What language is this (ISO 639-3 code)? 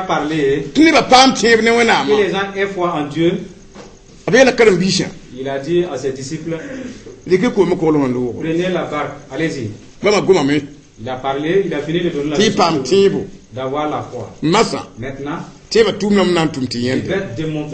mos